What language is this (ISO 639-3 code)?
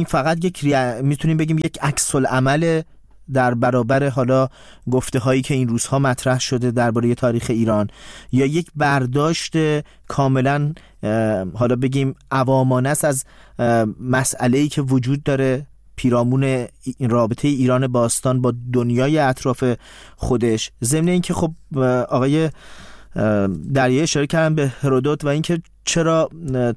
fas